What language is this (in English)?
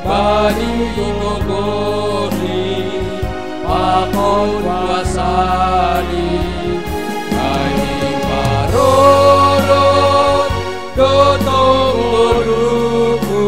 Batak Simalungun